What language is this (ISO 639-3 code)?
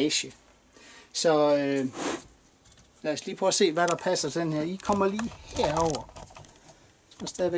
dan